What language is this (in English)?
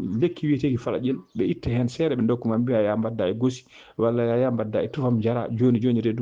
Fula